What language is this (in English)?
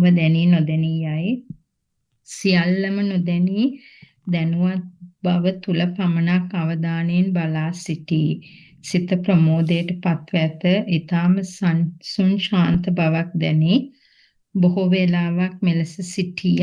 Sinhala